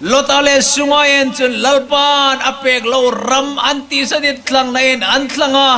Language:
Hmar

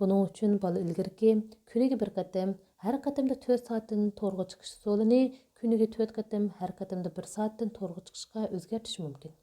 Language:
Uyghur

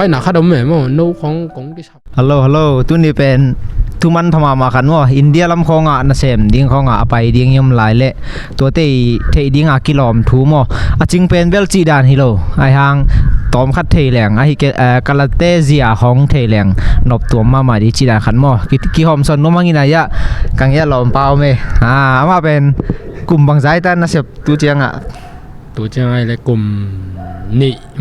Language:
Tedim Chin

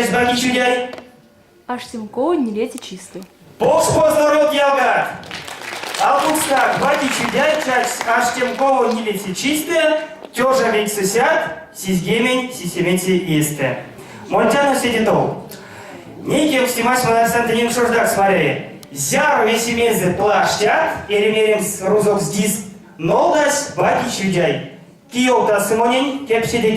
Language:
Erzya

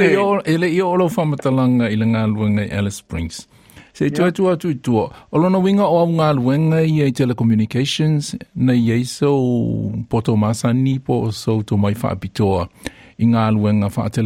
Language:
Samoan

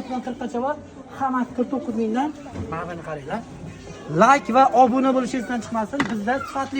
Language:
Uzbek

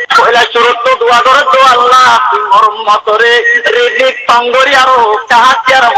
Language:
Rohingya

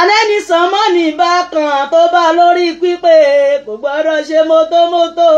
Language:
Yoruba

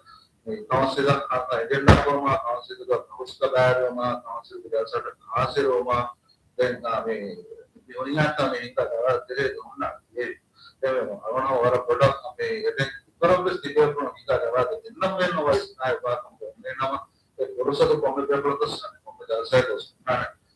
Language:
Divehi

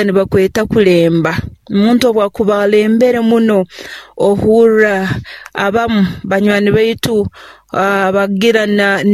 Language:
Nyoro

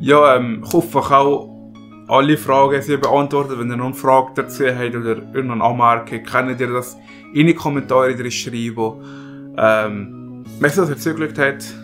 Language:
Swiss German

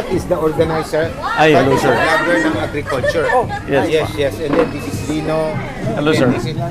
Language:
Filipino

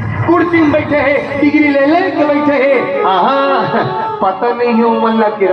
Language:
Chhattisgarhi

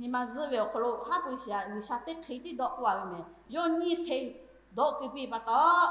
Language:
Lahu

